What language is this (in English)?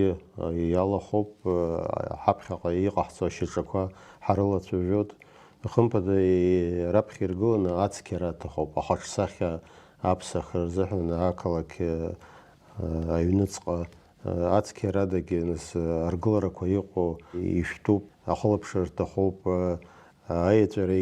Abkhazian